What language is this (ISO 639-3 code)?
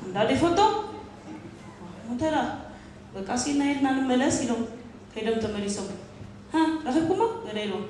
tir